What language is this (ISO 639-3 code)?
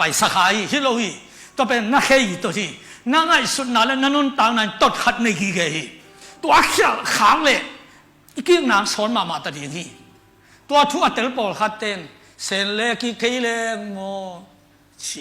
ctd